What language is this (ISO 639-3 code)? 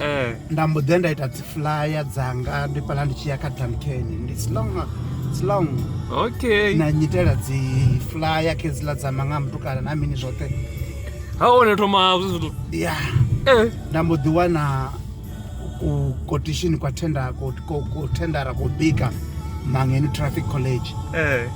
ven